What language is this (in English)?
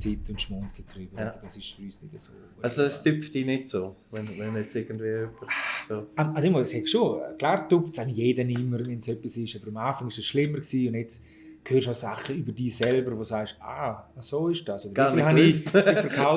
Swiss German